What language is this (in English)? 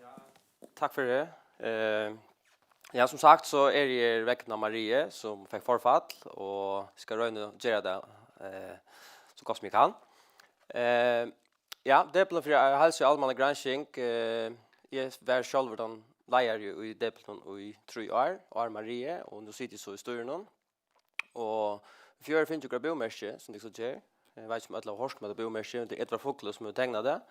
Faroese